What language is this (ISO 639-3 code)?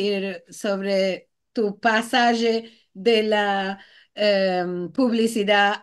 lad